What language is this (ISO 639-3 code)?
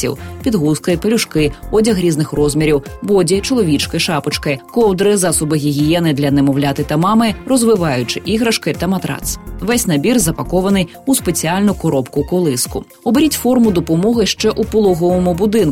ukr